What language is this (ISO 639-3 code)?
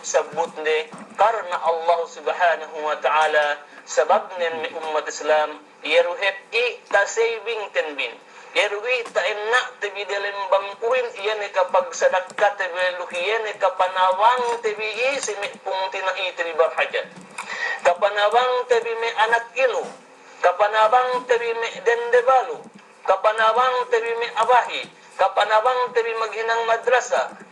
yka